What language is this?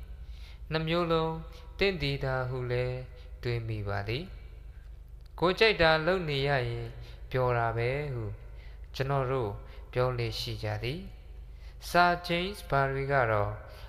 Burmese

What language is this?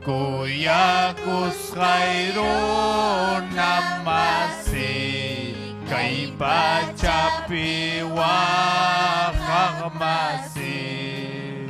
Ayacucho Quechua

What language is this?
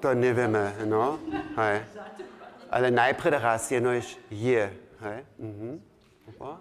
Upper Sorbian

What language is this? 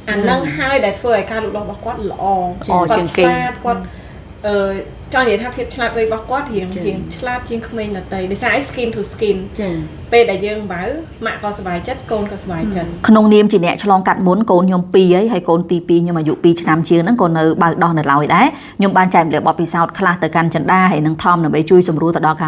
Khmer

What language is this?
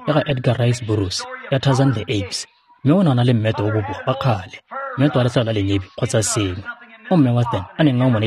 Tswana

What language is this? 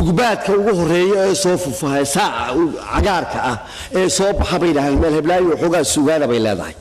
Somali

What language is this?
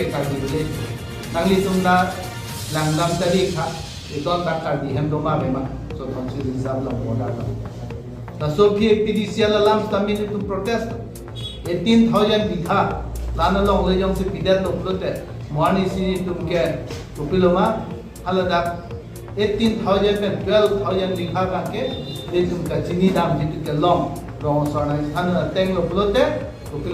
Karbi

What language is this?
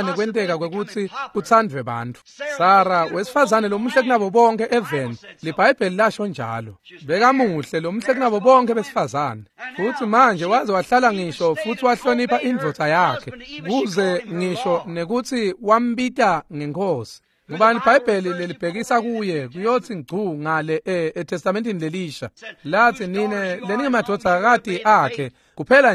Swati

